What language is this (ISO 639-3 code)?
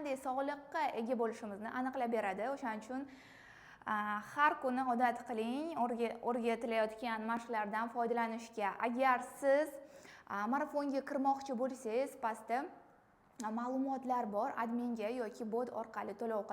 uzb